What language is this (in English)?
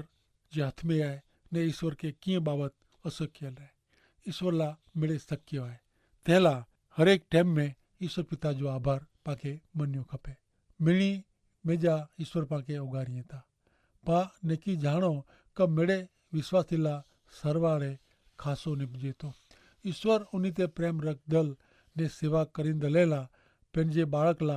Kachhi